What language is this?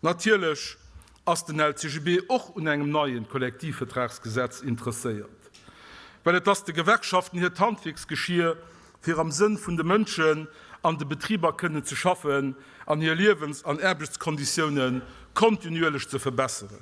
Luxembourgish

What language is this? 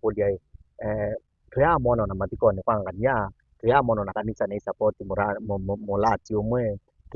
Kamba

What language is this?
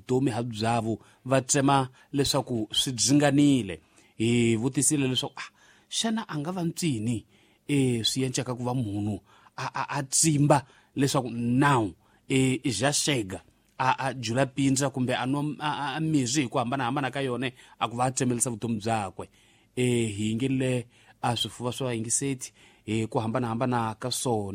Tsonga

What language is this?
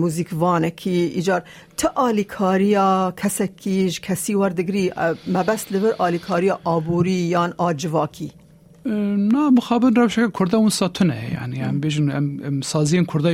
Kurdish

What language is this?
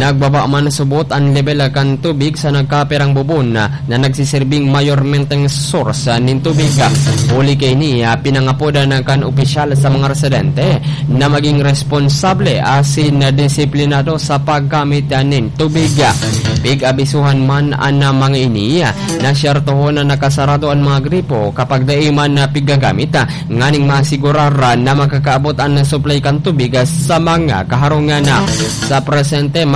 Bikol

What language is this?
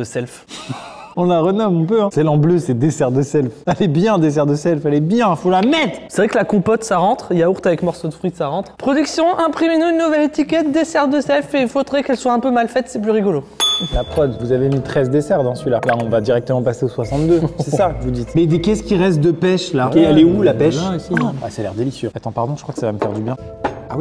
French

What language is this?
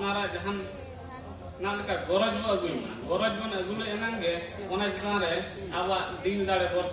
Santali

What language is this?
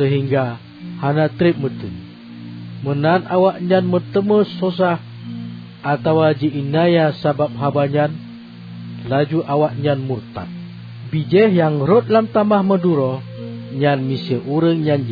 Achinese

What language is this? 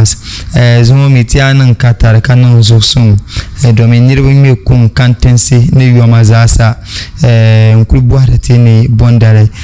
Dagbani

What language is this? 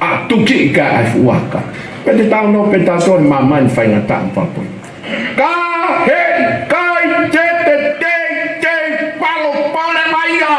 Tongan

